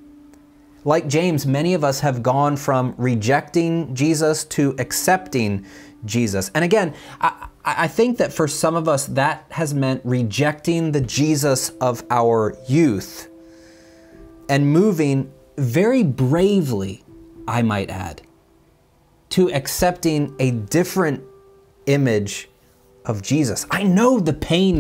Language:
English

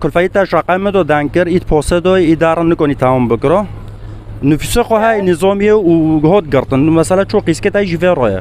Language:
Kurdish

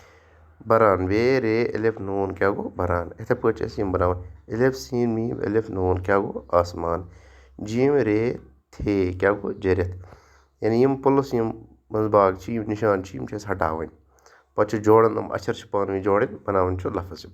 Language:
Kashmiri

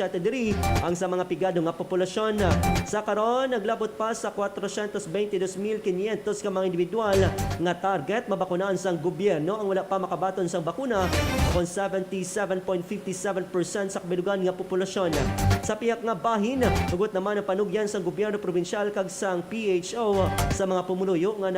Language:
Hiligaynon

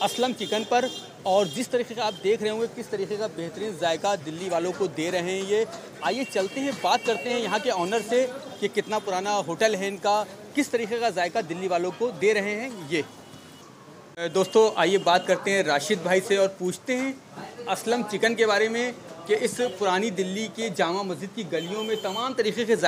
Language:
Hindi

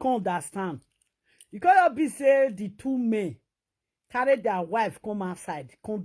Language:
Nigerian Pidgin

